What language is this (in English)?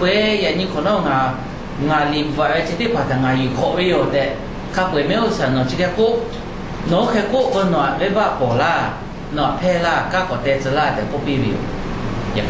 Lahu